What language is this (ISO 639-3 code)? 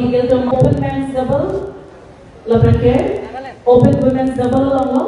mjw